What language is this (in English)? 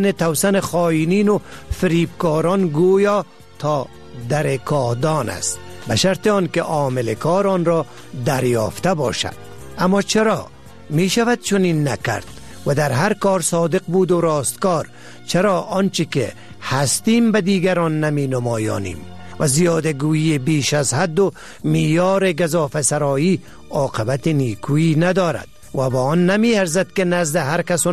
Persian